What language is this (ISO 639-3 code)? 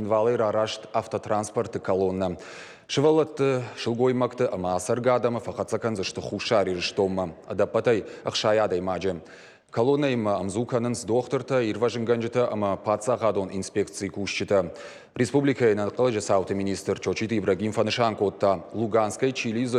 oss